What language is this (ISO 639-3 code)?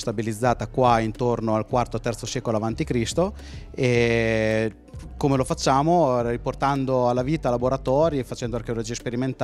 ita